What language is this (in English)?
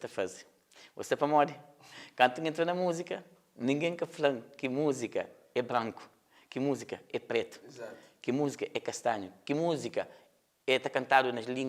Kabuverdianu